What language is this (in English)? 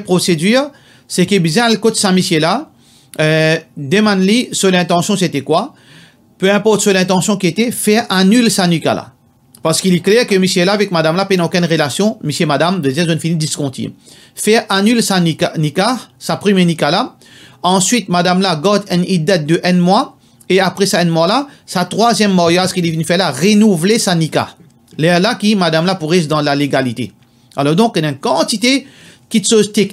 Morisyen